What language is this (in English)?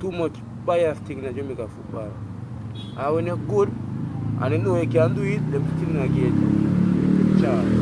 Jamaican Creole English